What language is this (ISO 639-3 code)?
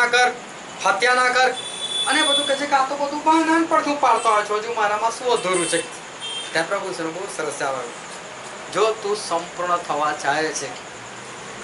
guj